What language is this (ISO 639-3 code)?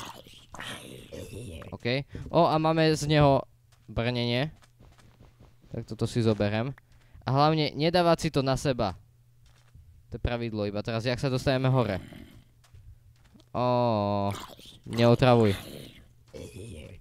slk